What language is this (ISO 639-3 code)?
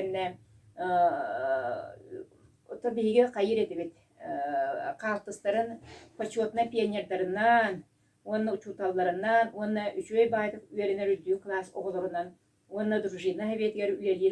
sah